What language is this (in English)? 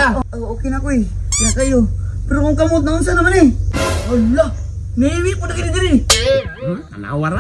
Cebuano